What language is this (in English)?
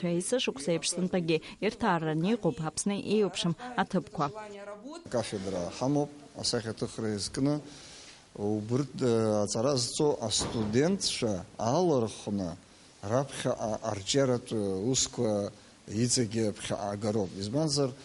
Abkhazian